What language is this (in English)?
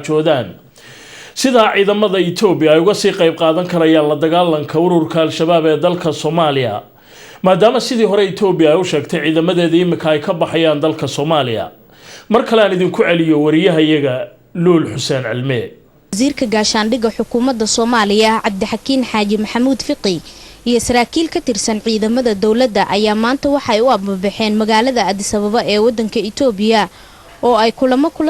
Somali